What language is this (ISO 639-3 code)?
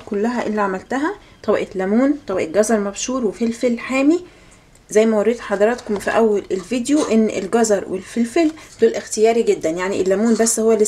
arz